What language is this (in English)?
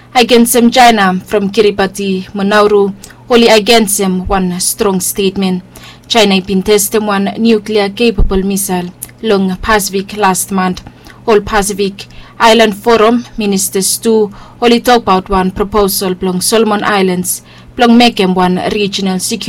Bislama